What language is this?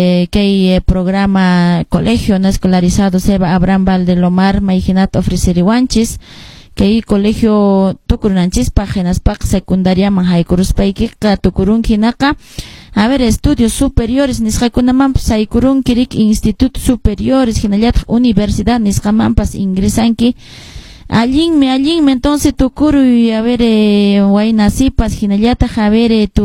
Quechua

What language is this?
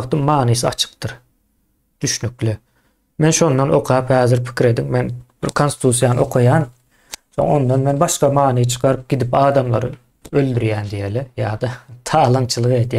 Turkmen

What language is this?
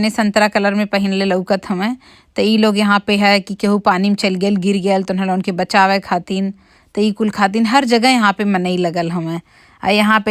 Bhojpuri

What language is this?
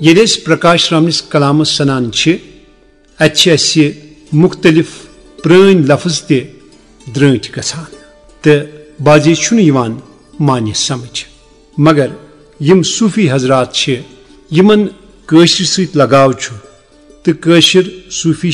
Kashmiri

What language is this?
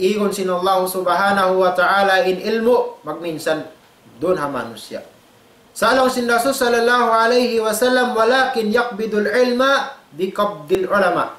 Tausug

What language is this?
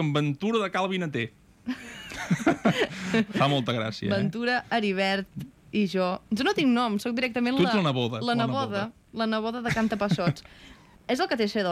Catalan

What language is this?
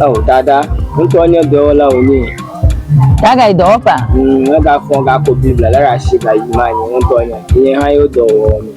Ewe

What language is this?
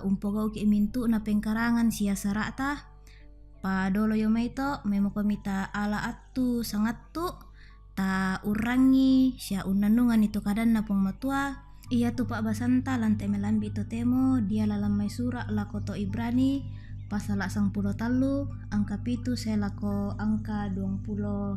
Toraja-Sa'dan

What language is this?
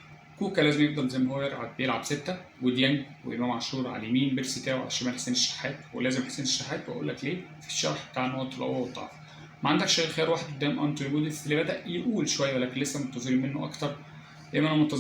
Egyptian Arabic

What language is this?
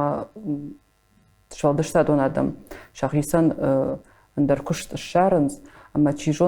Ossetic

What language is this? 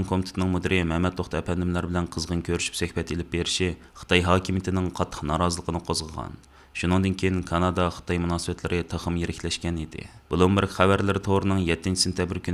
Uyghur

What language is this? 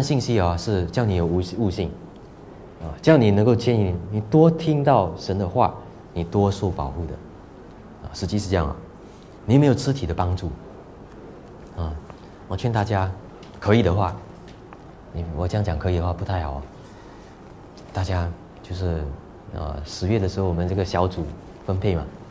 Chinese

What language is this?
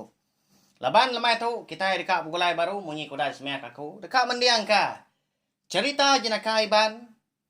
Iban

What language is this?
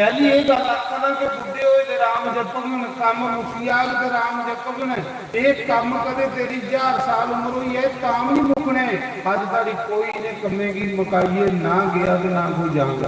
Dogri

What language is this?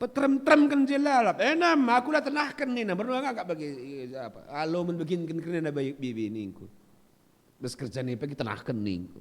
Batak Karo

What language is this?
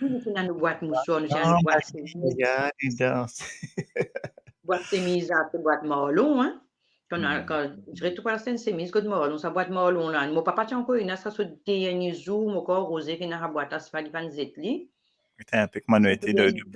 Morisyen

